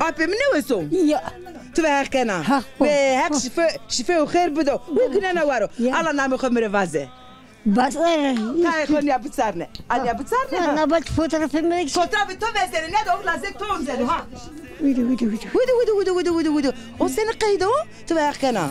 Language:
Zaza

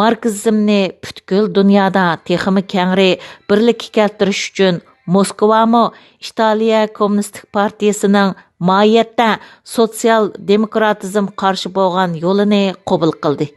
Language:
Uyghur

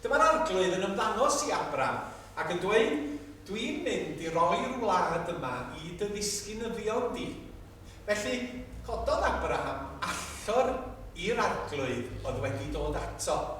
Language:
Welsh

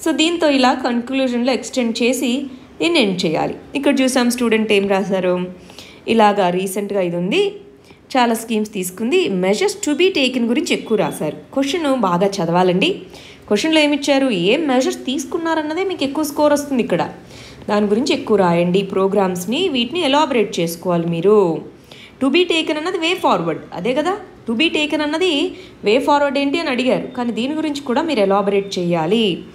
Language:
Telugu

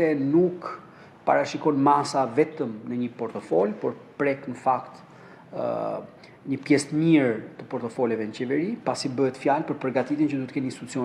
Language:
Albanian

